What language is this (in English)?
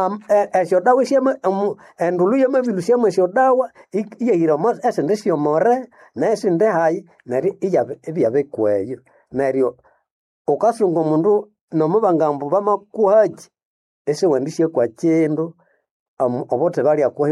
Nande